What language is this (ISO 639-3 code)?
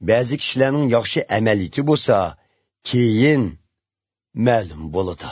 uig